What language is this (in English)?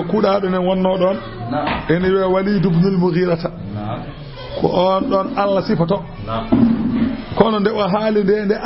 Fula